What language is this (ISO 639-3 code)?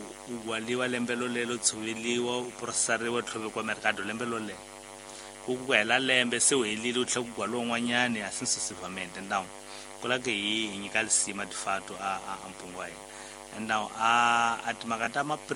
tso